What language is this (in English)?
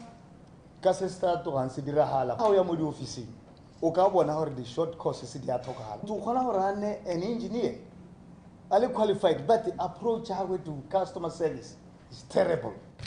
Tswana